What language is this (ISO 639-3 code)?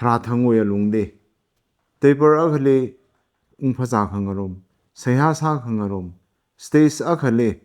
nmf